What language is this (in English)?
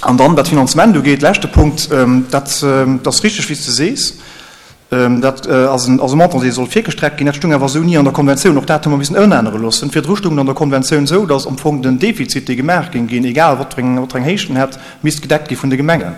Luxembourgish